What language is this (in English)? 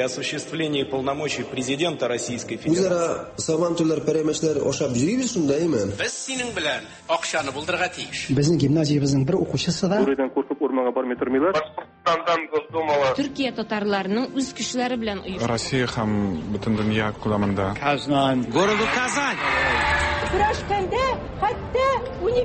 Tatar